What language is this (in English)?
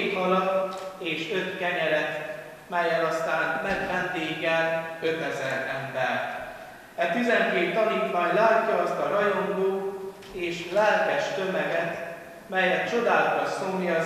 Hungarian